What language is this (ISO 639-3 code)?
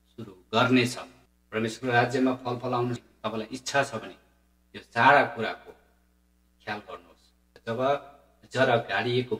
nep